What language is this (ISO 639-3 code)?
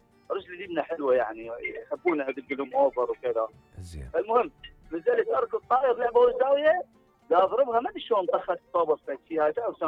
acm